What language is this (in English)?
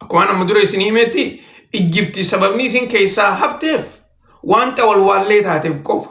Oromo